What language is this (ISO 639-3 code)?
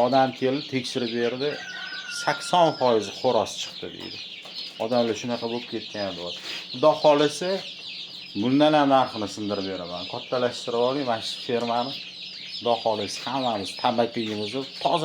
uzb